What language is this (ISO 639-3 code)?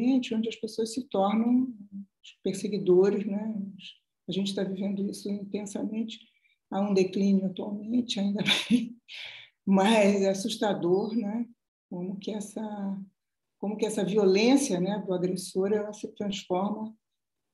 por